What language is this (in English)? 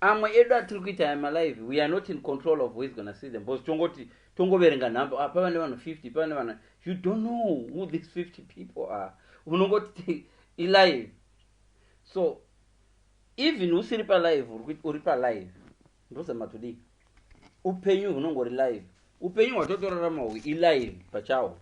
Shona